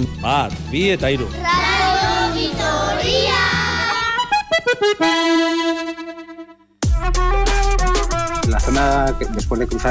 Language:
Basque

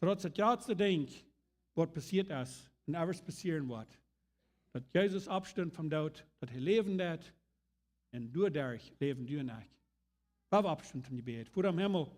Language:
Plautdietsch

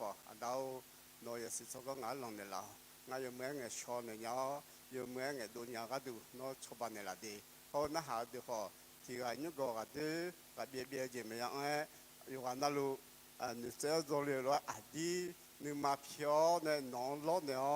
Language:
Akha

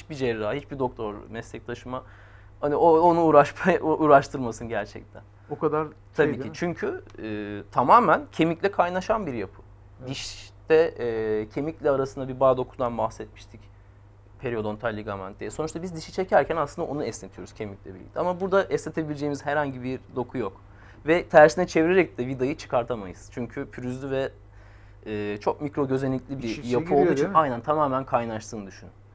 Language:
Turkish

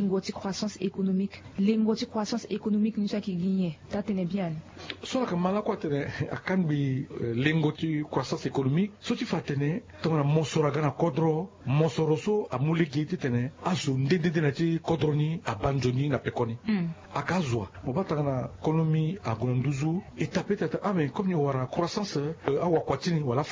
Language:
Sango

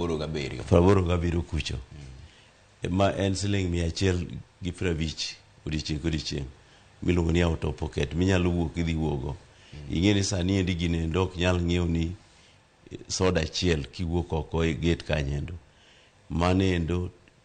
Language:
Luo (Kenya and Tanzania)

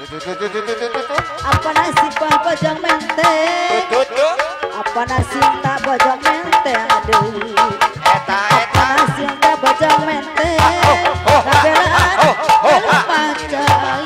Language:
Betawi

